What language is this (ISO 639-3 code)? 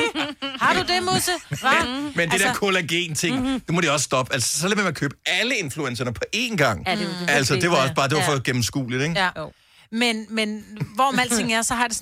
dan